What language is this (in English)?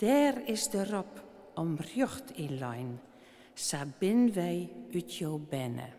Western Frisian